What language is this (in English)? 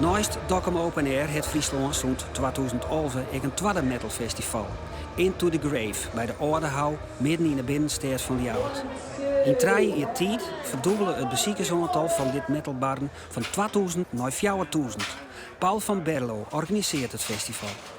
Western Frisian